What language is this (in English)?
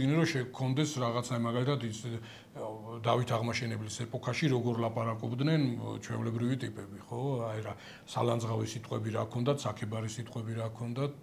Georgian